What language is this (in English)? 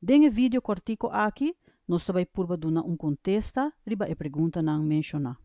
Papiamento